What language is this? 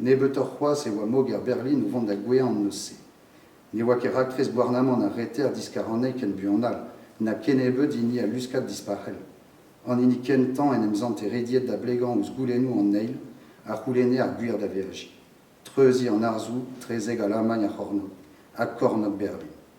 Breton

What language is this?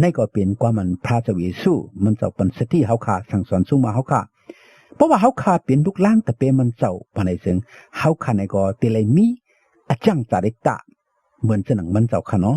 Shan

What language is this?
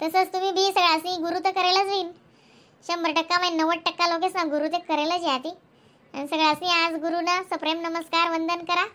Khandesi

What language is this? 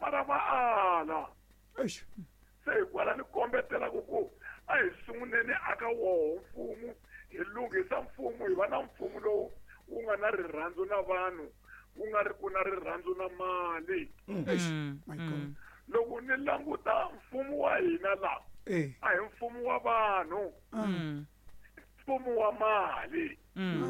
Tsonga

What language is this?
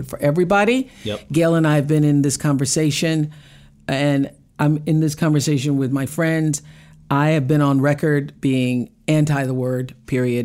English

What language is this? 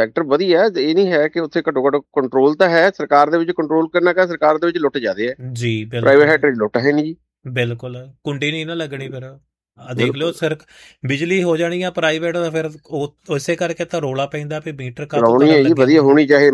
Punjabi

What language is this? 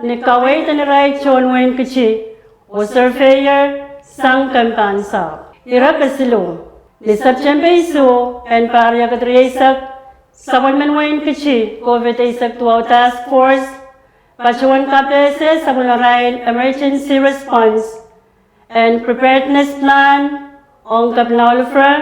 Pohnpeian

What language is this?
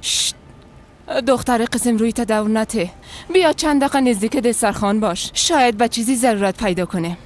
Persian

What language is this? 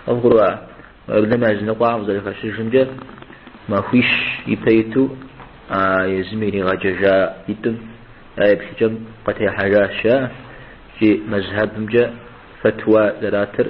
Kabardian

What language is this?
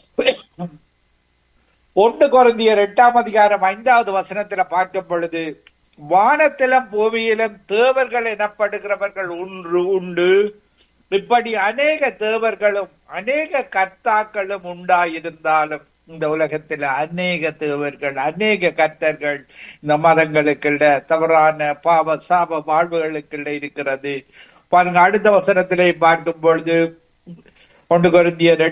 Tamil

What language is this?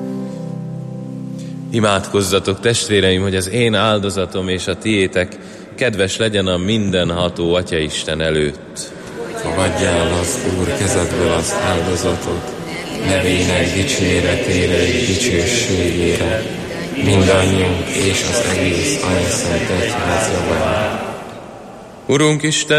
Hungarian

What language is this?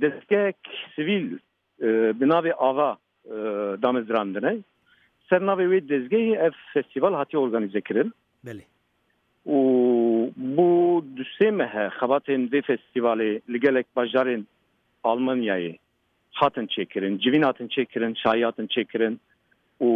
Kurdish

